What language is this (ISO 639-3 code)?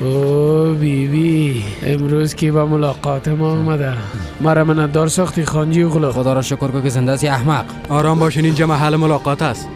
fas